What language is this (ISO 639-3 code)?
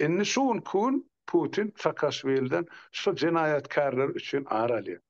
tuk